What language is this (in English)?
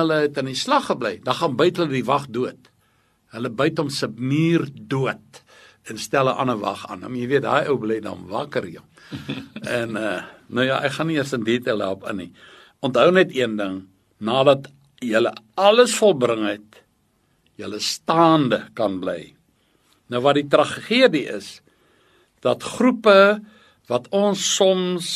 Afrikaans